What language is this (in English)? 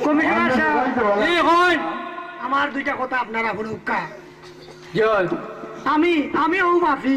Sylheti